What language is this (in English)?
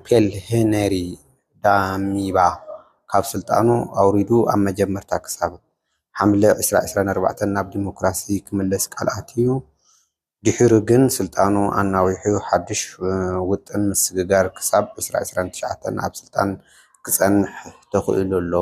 Tigrinya